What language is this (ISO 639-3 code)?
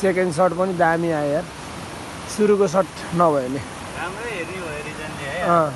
nep